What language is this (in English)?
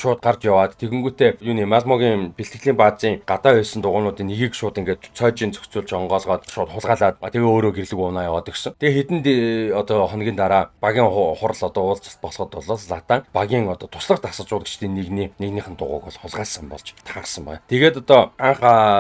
Mongolian